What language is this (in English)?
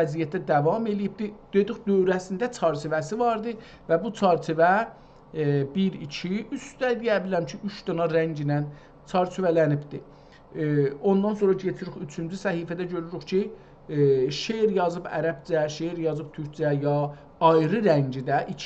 South Azerbaijani